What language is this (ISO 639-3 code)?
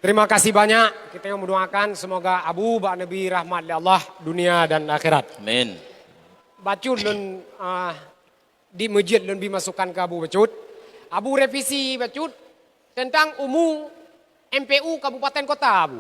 ace